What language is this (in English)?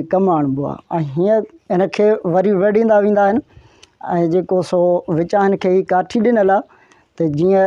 Sindhi